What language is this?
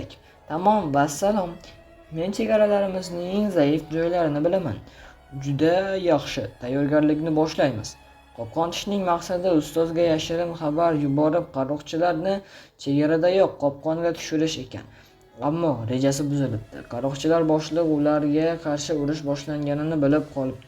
Uzbek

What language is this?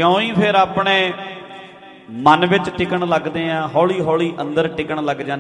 Punjabi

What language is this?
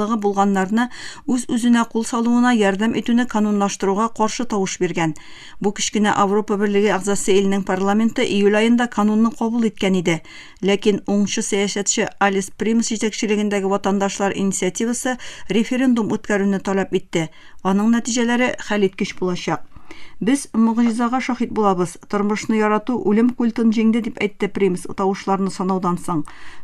Tatar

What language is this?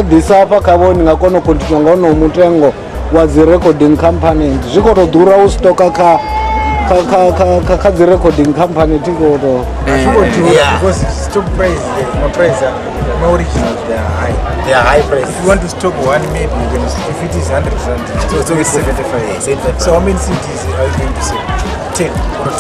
Venda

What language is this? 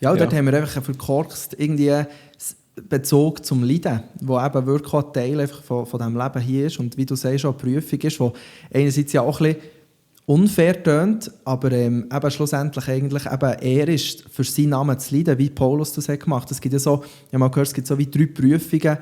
Swiss German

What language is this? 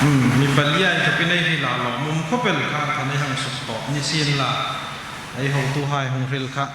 Hmar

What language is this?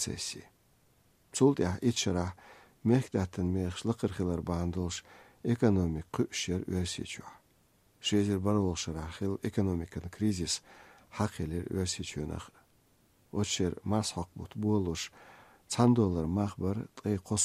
Chechen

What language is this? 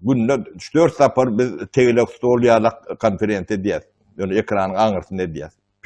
Turkmen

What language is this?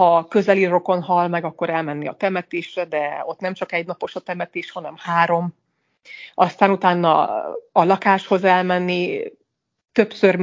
Hungarian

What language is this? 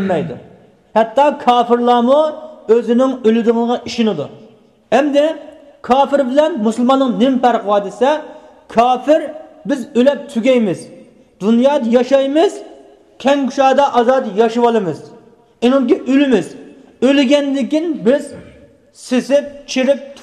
Uyghur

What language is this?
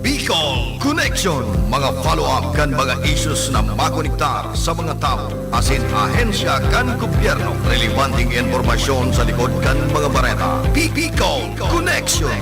Bikol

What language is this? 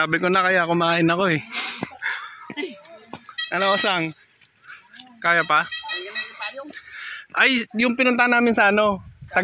Filipino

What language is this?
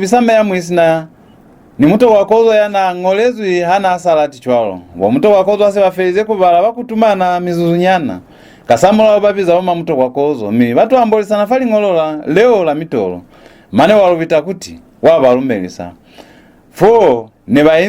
Lozi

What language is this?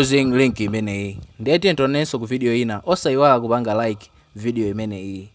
Nyanja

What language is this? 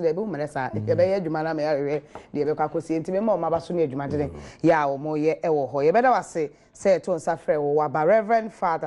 Akan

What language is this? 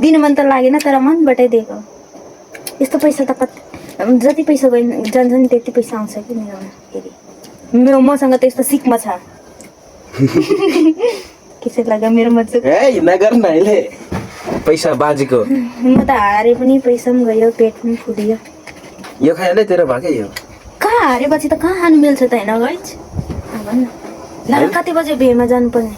Nepali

